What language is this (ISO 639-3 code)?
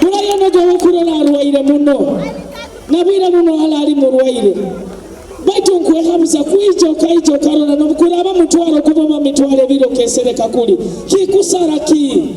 nyo